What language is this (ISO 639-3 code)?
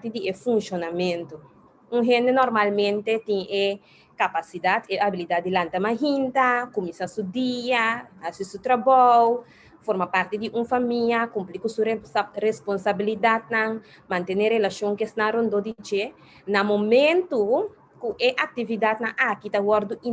pap